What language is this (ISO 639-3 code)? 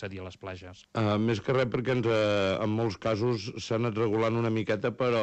cat